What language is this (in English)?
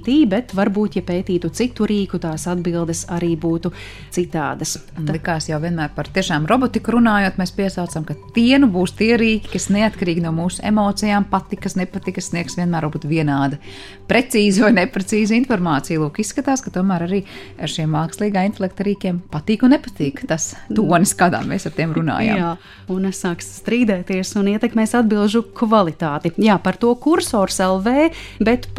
Latvian